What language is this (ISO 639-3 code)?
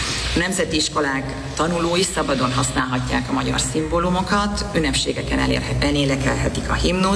hun